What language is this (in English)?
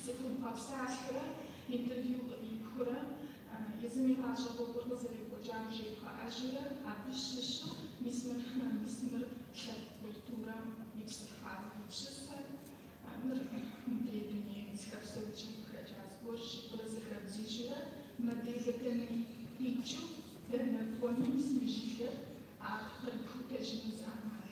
Kabardian